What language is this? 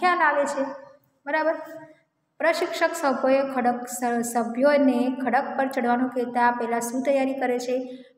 Gujarati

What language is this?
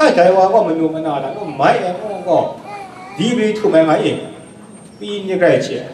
Kachin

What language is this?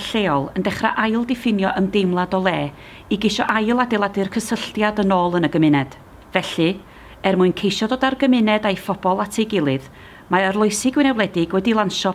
Welsh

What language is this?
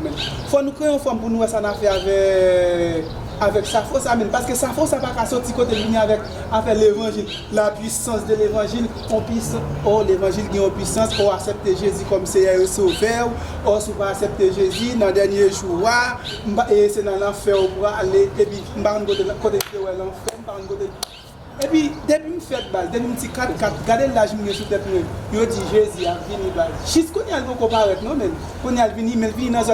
Haitian Creole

